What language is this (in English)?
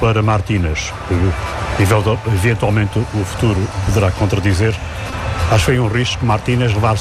Portuguese